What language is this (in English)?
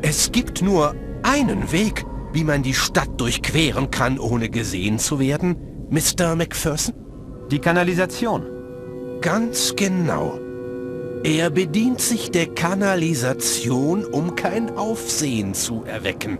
Bavarian